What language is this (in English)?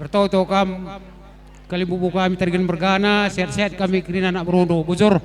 Batak Karo